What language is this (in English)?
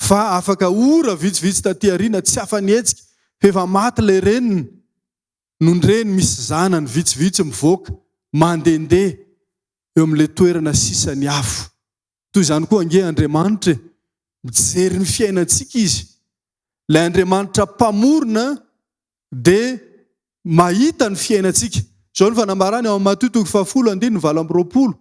Malagasy